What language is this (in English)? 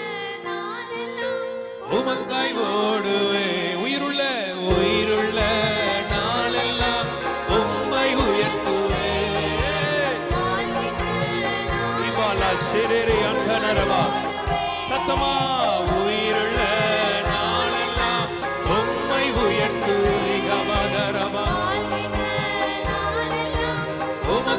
Tamil